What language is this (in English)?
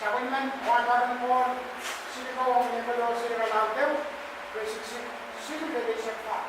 Pohnpeian